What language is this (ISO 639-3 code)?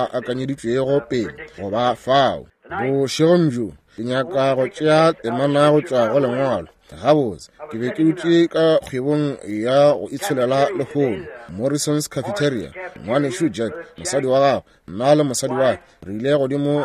nso